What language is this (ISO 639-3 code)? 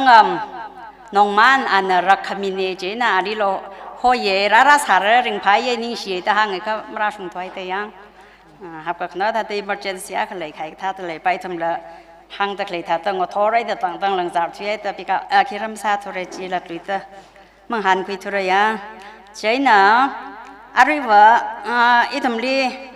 nmf